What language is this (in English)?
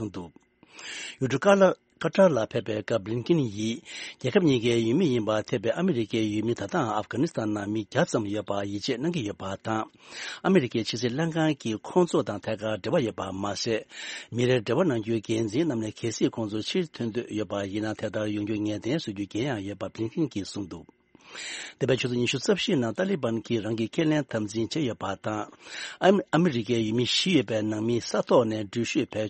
Tibetan